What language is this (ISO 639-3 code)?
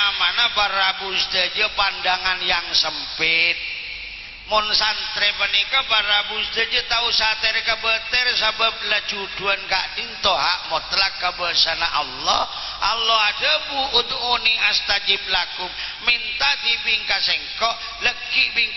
mad